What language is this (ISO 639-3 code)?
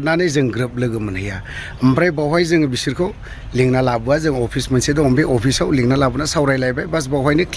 brx